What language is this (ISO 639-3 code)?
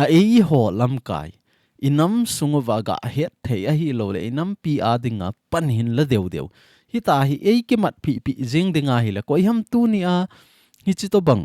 tcz